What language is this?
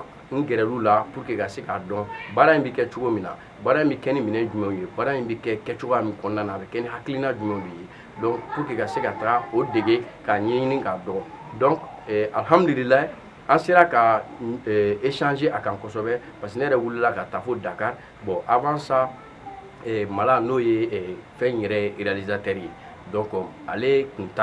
Bambara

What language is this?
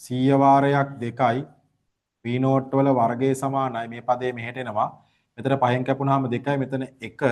Sinhala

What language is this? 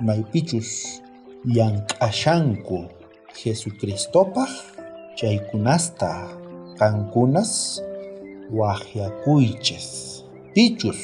South Bolivian Quechua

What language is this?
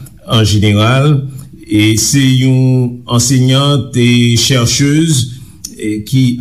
Haitian Creole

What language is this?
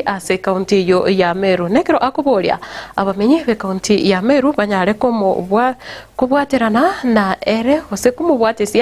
Gusii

